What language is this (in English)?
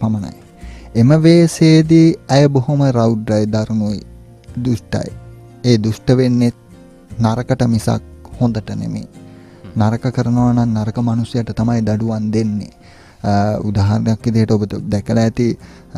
Sinhala